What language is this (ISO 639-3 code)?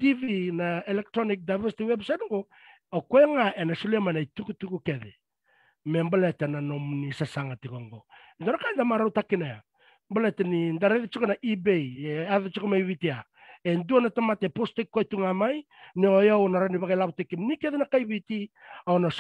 fij